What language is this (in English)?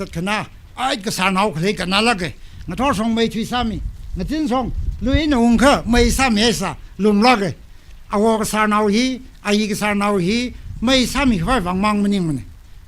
Tangkhul Naga (India)